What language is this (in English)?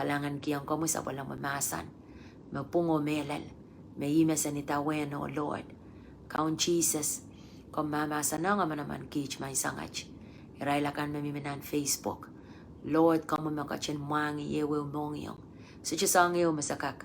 Pohnpeian